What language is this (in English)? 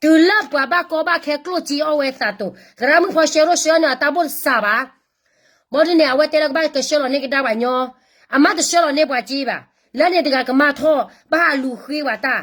S'gaw Karen